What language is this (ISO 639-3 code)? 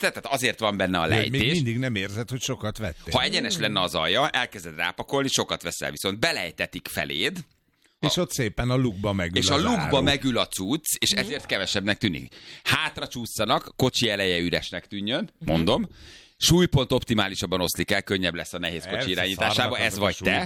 hun